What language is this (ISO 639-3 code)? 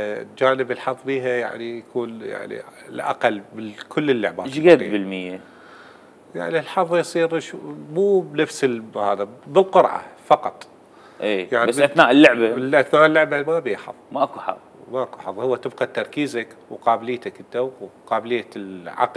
acm